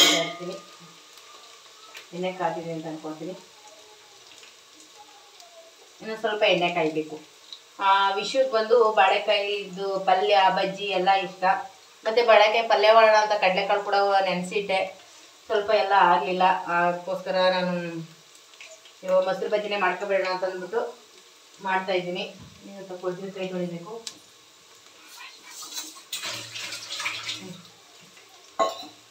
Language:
Kannada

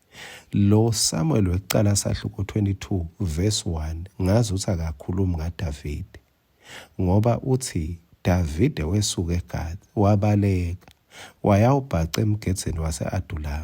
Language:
Swati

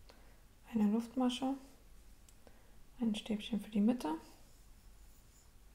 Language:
German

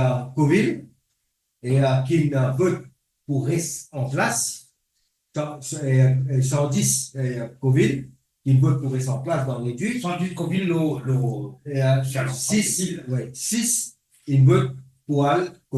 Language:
Morisyen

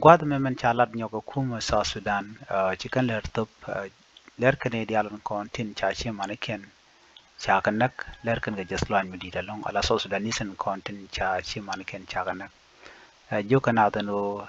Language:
Nuer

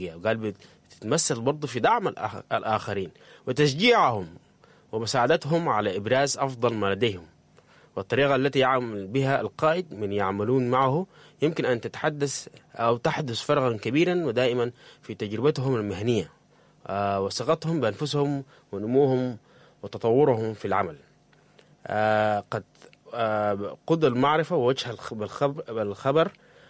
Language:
Sudanese Arabic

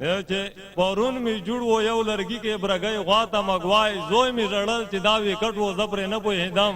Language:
Pashto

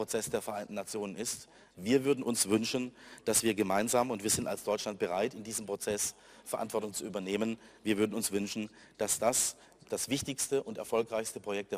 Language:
German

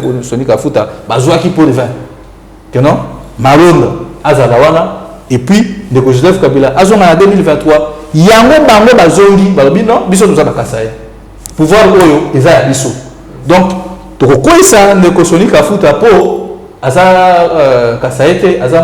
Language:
Lingala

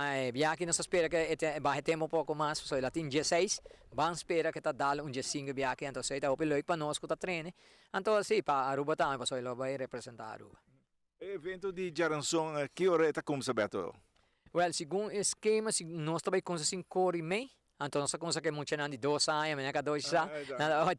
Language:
Papiamento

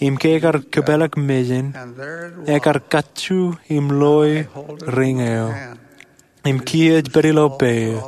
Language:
Marshallese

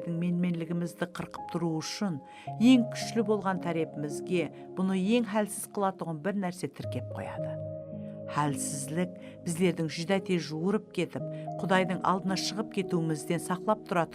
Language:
Kara-Kalpak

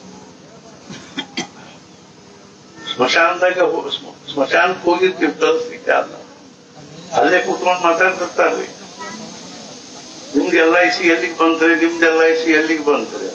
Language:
Kannada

